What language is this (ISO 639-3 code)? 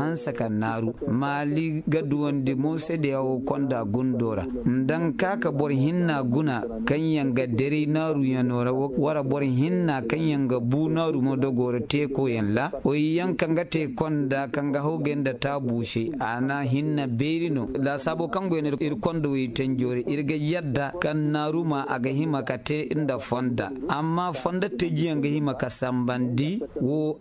dje